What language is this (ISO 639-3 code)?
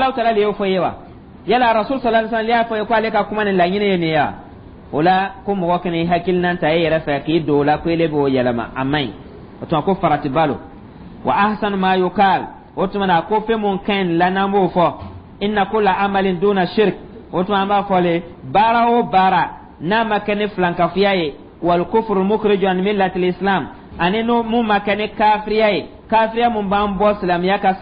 dyu